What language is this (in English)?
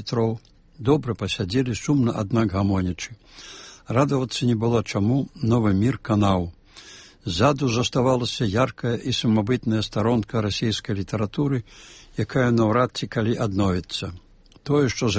Belarusian